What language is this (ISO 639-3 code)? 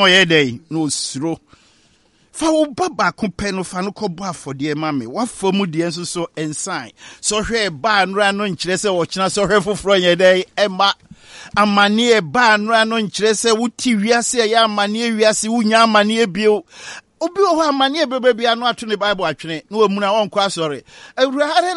aka